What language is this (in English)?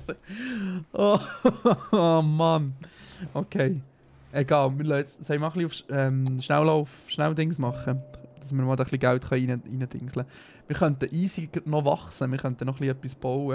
Swiss German